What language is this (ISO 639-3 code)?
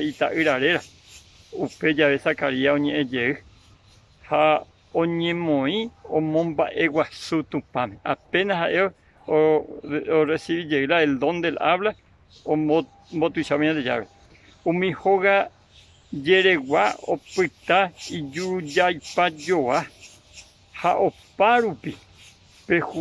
grn